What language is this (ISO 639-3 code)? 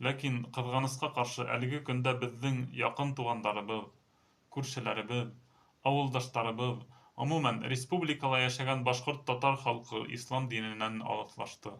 bak